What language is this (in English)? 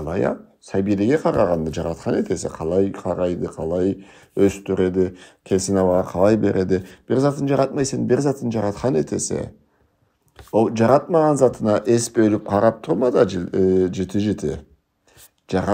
Karachay-Balkar